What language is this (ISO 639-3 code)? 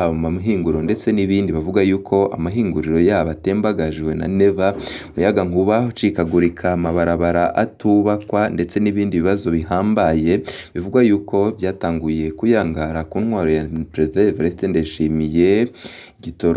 run